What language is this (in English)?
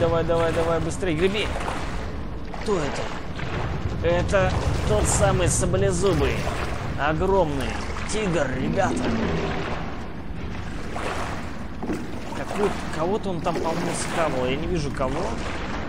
Russian